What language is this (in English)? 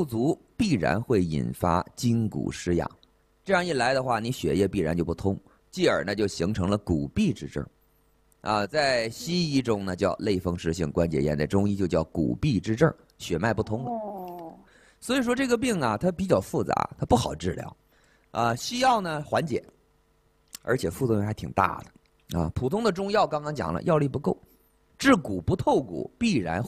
Chinese